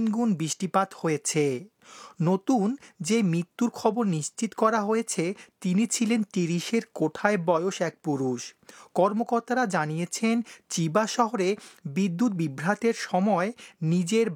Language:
Bangla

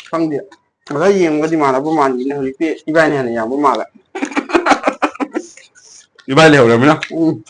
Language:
Manipuri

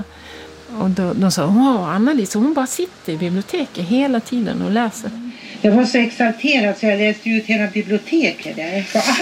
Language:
Swedish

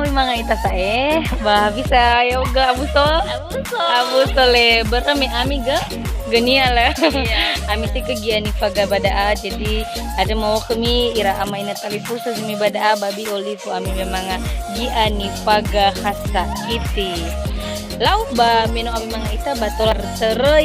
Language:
Nias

